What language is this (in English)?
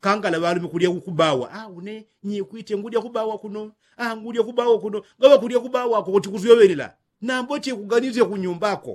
Yao